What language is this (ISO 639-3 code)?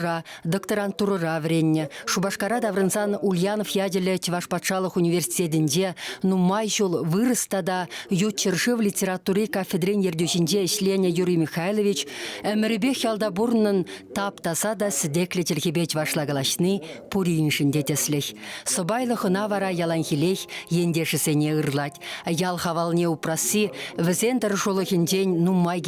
chv